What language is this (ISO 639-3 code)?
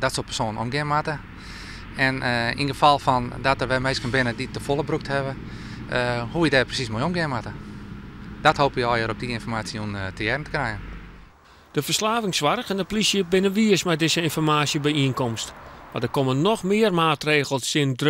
fry